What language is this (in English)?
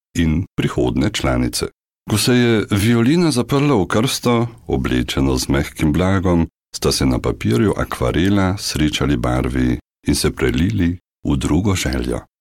Slovenian